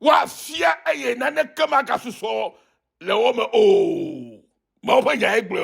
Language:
Ewe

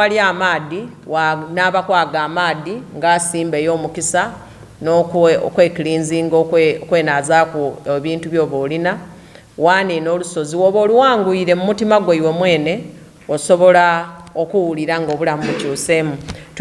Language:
Soga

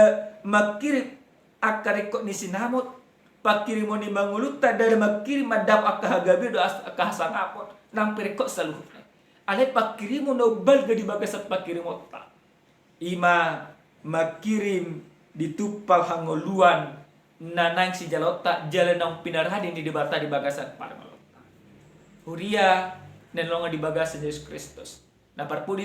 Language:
Batak Toba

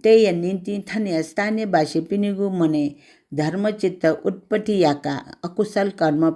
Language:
Newari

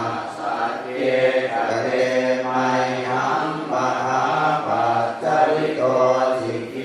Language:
Pali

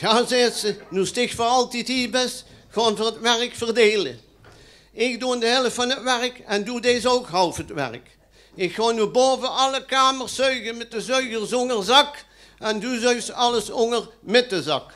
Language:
Limburgish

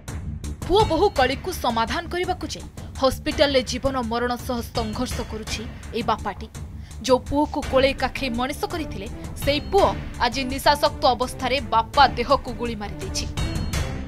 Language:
Odia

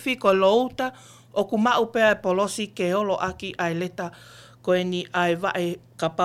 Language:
Tongan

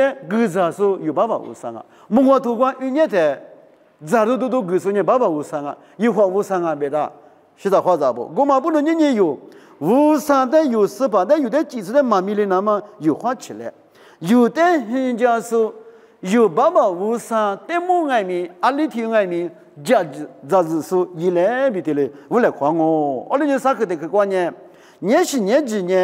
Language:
Lisu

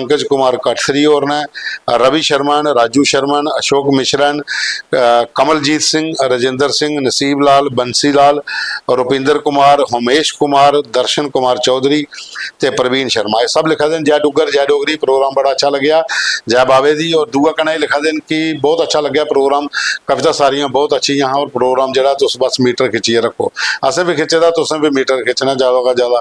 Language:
Dogri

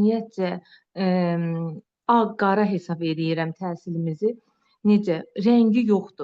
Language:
Azerbaijani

